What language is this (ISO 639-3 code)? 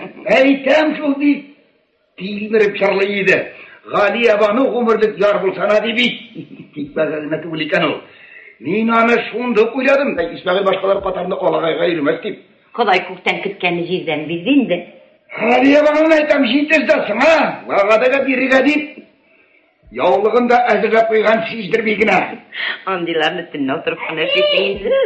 tat